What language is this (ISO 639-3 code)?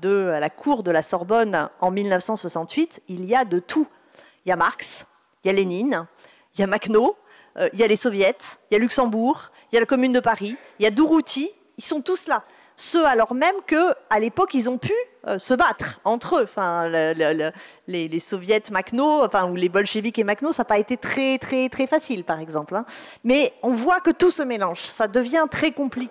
fra